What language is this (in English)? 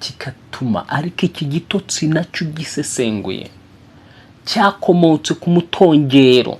Kinyarwanda